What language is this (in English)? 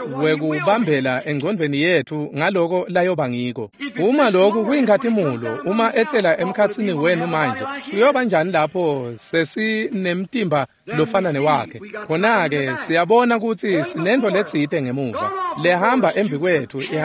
Swati